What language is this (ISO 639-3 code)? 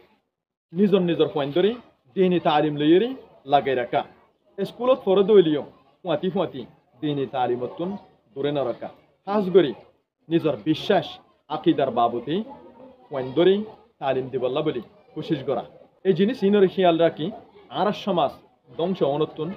rhg